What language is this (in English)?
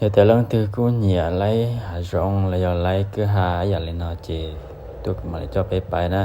Hmong